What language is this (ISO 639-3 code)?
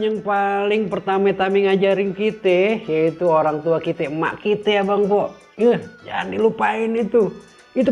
bew